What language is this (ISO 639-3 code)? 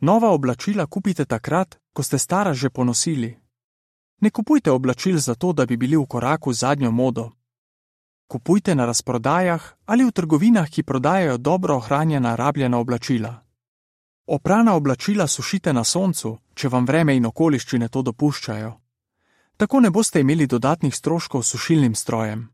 slv